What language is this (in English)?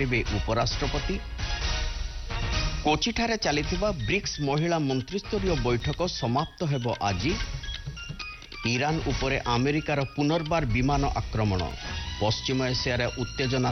Odia